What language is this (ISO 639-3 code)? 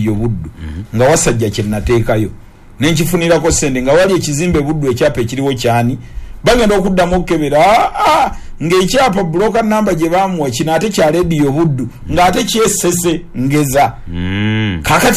lug